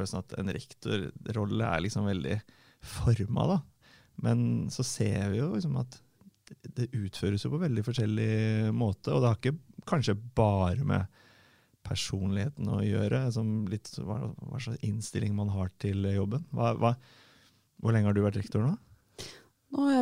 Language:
Norwegian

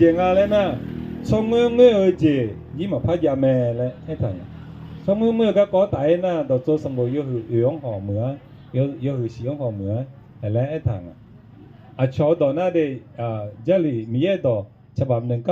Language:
Akha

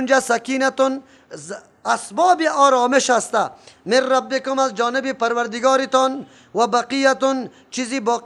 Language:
Persian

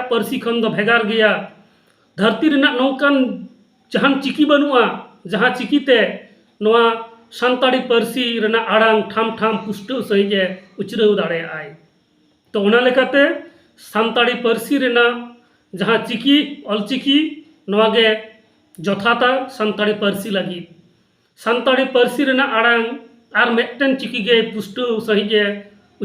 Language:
Santali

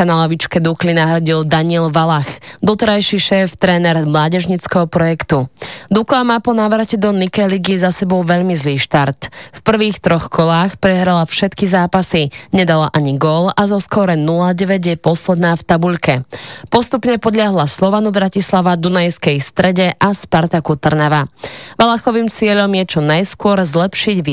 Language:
Slovak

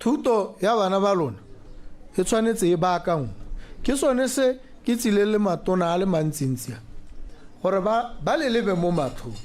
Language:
Tswana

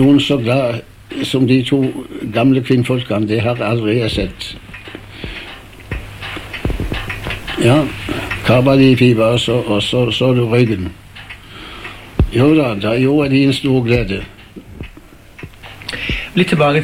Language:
Norwegian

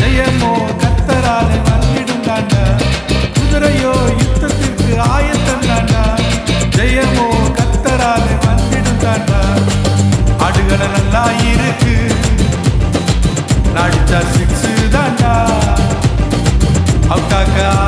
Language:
Tamil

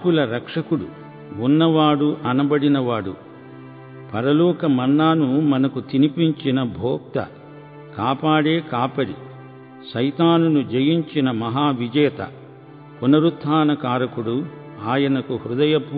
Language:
Telugu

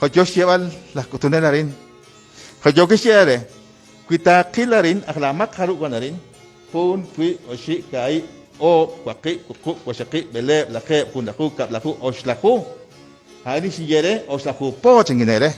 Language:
Kekchí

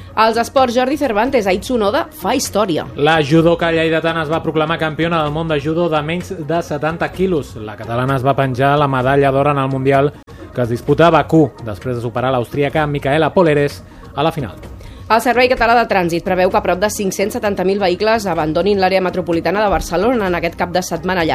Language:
Catalan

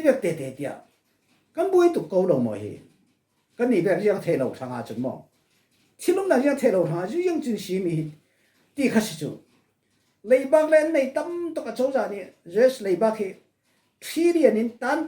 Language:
Falam Chin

